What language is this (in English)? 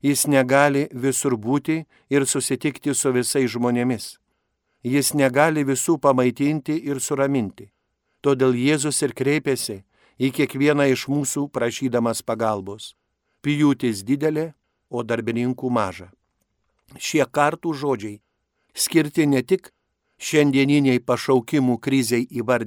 Lithuanian